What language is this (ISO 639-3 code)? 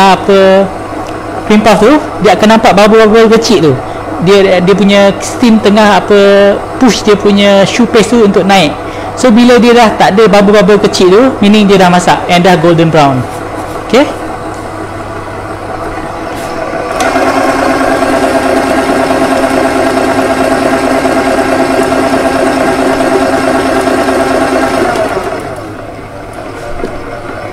msa